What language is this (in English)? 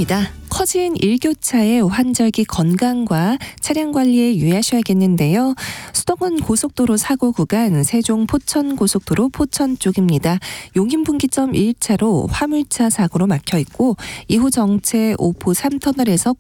Korean